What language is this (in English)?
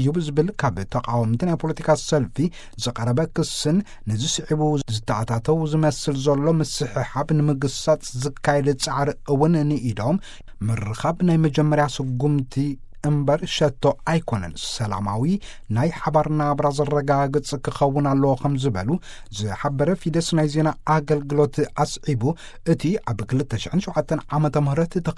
Tigrinya